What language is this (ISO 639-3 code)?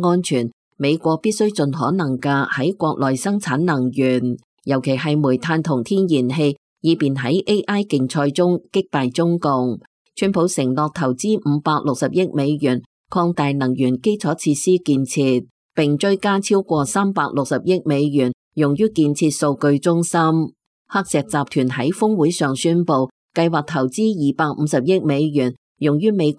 yue